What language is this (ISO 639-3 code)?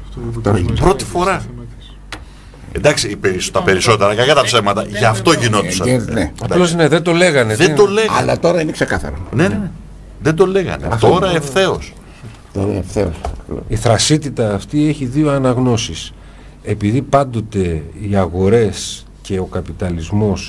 ell